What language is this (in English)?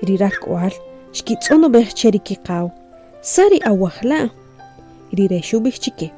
Achi